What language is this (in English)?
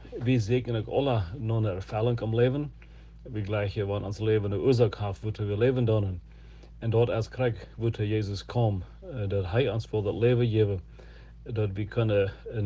Plautdietsch